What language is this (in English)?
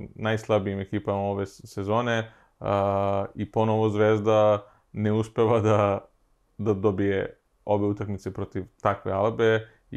Serbian